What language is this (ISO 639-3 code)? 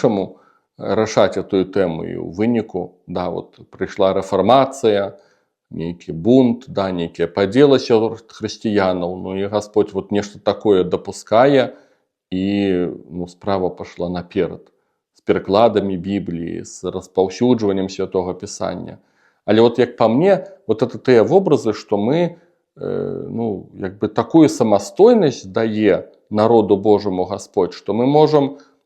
bel